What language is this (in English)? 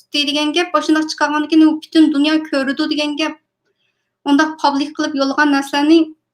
Uyghur